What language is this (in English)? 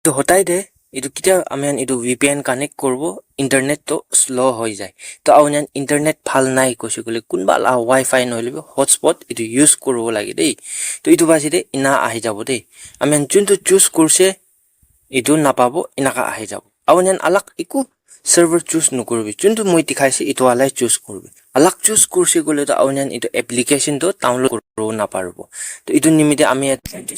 Naga Pidgin